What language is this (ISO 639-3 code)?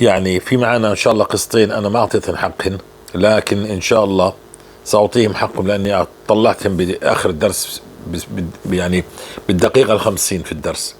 apc